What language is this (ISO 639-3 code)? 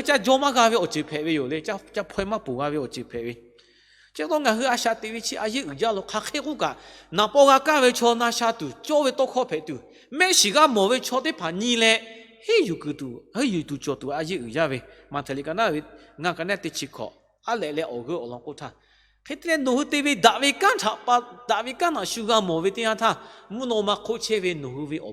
lhu